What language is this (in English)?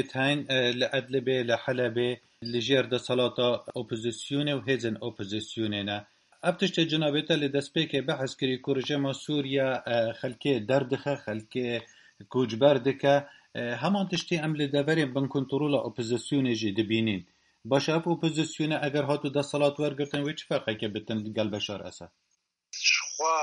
Kurdish